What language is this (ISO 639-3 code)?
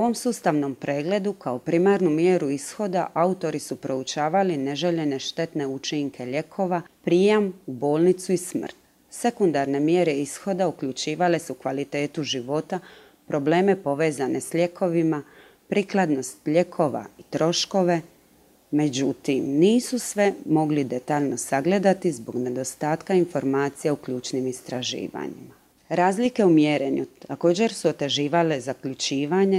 hrv